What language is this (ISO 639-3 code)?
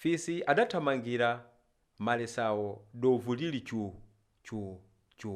nya